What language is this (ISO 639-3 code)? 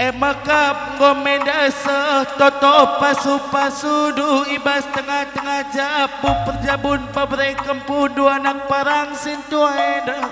btx